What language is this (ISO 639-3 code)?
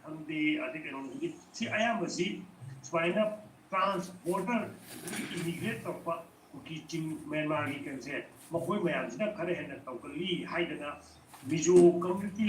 mni